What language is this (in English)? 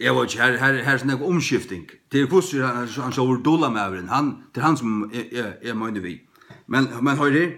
Faroese